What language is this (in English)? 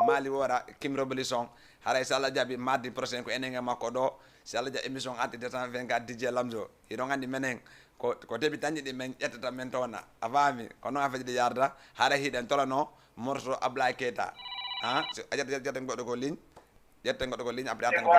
Fula